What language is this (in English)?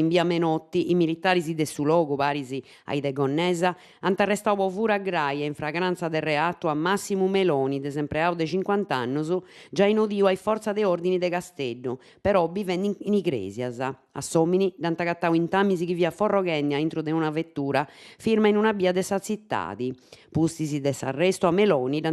Sardinian